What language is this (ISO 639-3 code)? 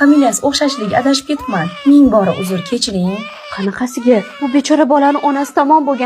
uzb